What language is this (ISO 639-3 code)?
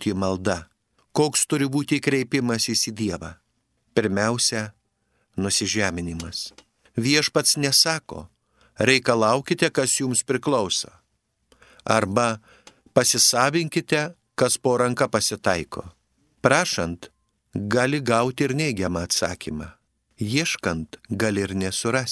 lit